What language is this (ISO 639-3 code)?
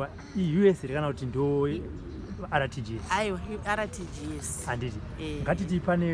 sna